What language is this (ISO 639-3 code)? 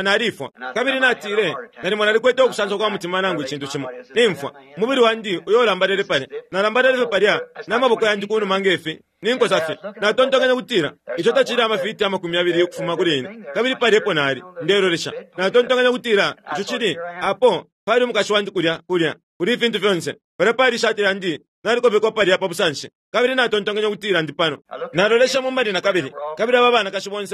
bem